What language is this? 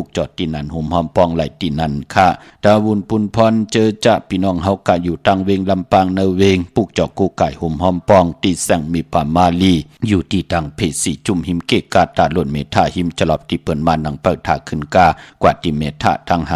Shan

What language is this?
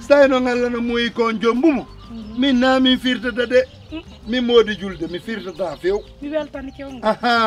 Pular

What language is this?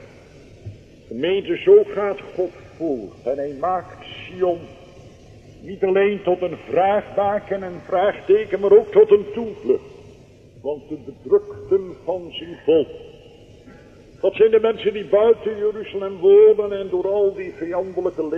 Dutch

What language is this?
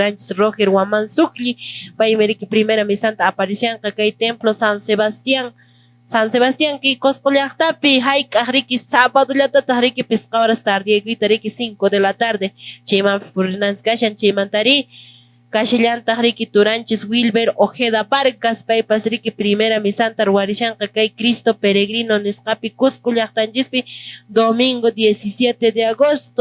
Quechua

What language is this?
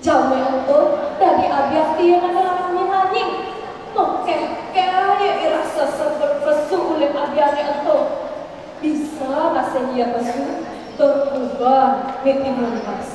Balinese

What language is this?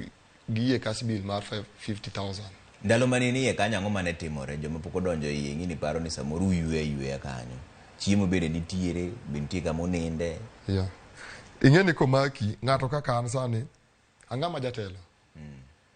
Luo (Kenya and Tanzania)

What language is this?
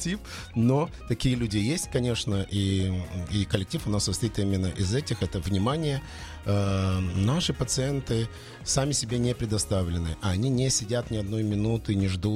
Russian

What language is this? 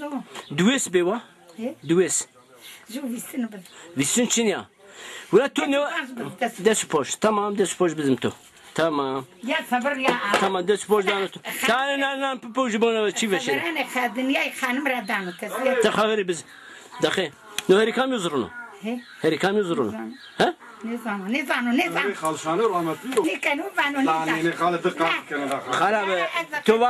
Zaza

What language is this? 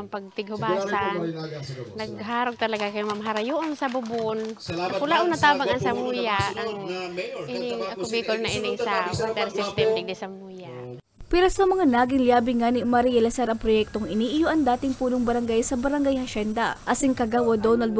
Bikol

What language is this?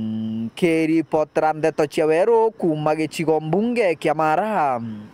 Meru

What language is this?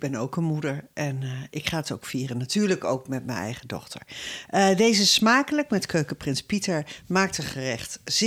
Dutch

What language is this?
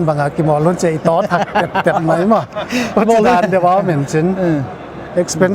Paite Chin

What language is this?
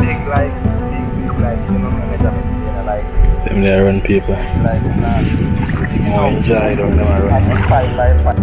Jamaican Creole English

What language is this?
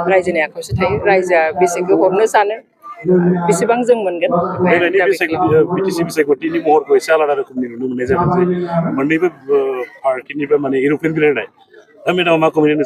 Bodo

